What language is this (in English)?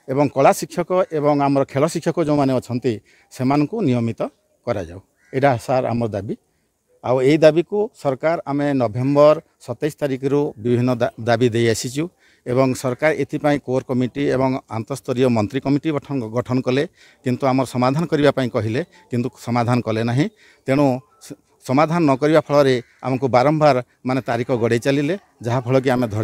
Odia